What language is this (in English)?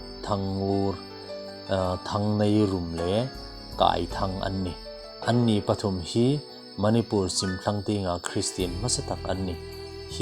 Hmar